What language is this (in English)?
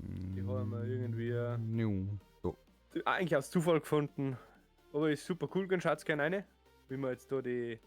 Bavarian